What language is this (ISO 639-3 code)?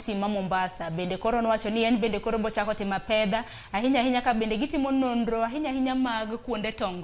luo